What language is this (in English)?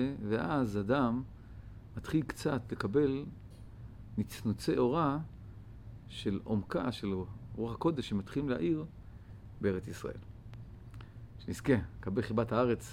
Hebrew